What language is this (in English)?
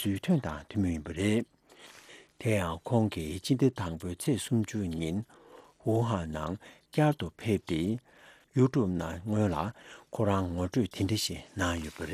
Tibetan